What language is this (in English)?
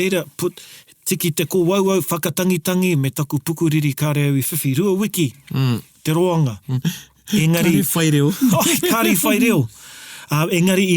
Māori